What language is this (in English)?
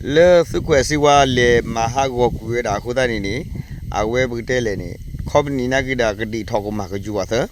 S'gaw Karen